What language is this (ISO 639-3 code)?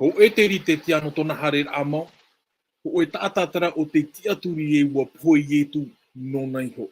tah